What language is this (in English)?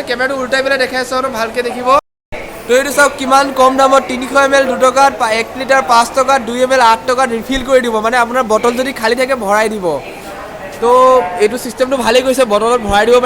Assamese